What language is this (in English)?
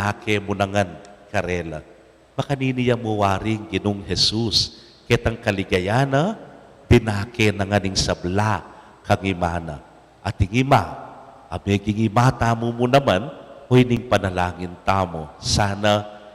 Pampanga